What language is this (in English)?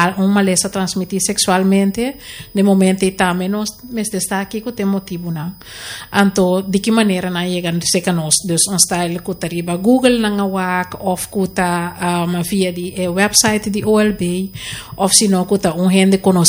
Papiamento